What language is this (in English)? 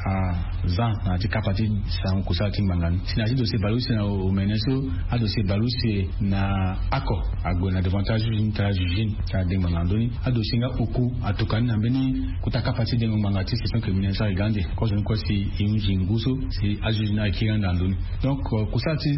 Sango